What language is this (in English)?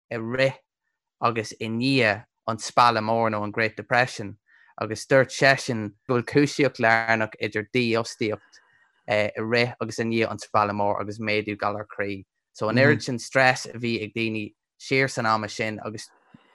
Irish